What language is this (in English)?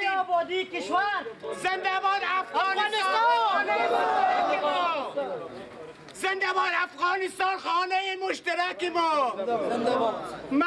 Persian